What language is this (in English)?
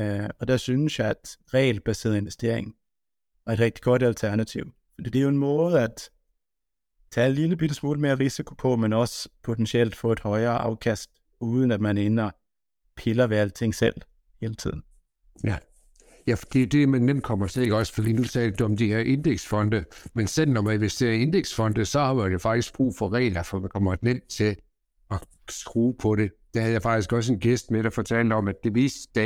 Danish